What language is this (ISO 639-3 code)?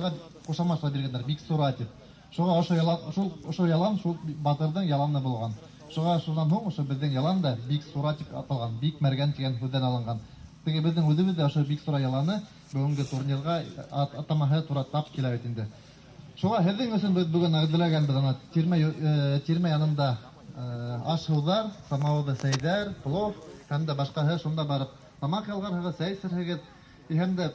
bak